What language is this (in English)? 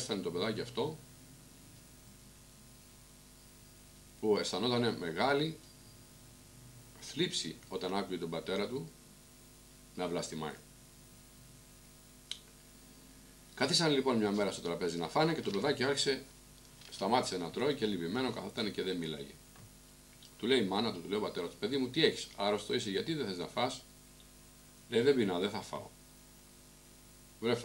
Greek